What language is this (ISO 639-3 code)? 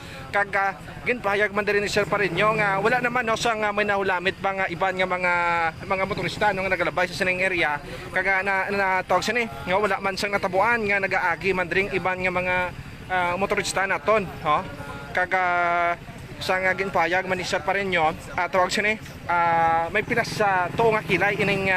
hil